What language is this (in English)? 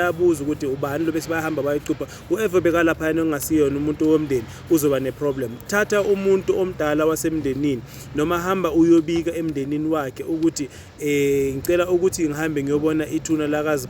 Zulu